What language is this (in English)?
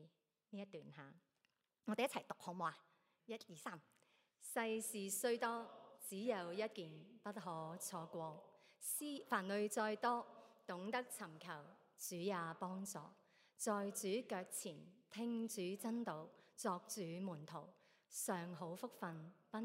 Cantonese